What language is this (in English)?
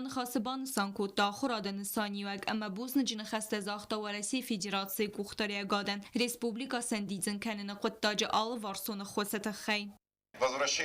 Ossetic